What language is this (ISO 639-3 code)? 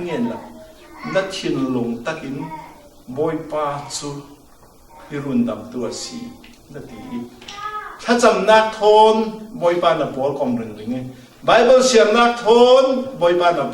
cfm